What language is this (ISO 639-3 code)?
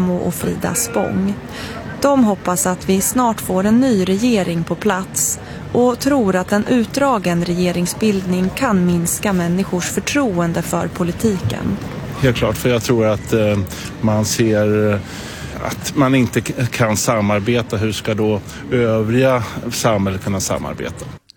swe